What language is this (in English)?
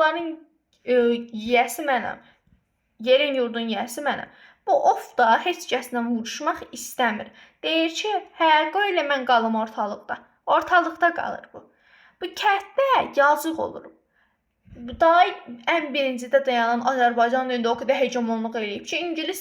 Azerbaijani